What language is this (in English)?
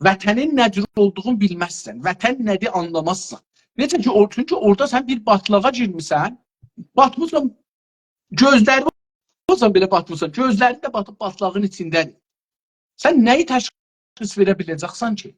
South Azerbaijani